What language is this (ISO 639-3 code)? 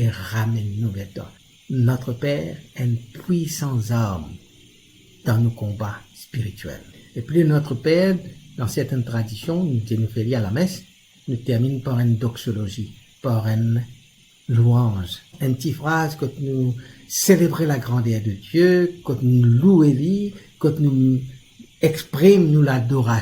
mfe